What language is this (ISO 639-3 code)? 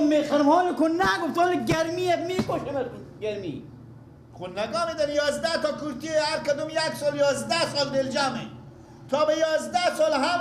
fas